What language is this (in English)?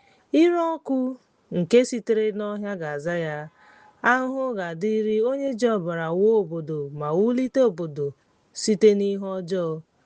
Igbo